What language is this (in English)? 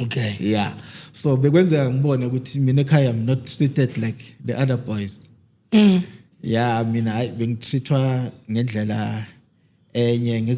Zulu